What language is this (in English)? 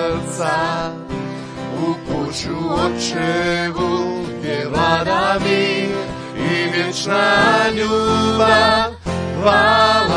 Croatian